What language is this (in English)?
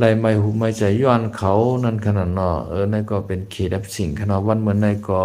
Shan